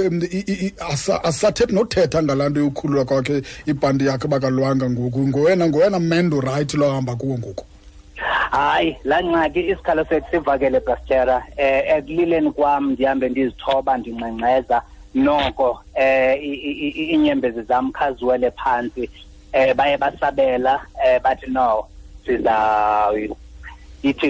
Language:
Xhosa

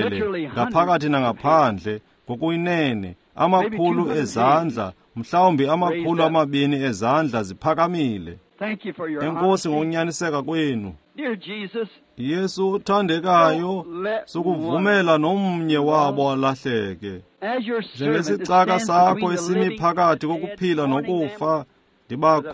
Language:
Xhosa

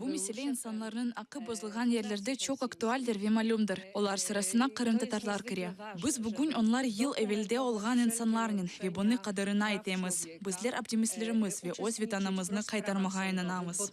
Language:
Crimean Tatar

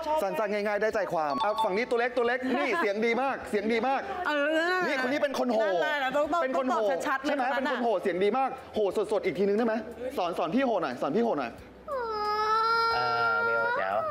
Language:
Thai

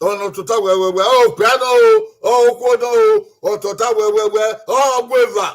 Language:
Bini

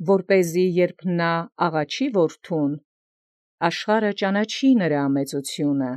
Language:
Armenian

